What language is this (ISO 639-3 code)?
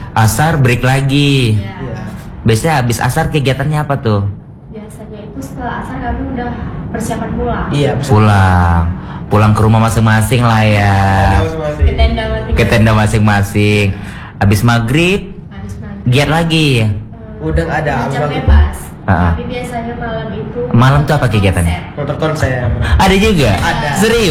ind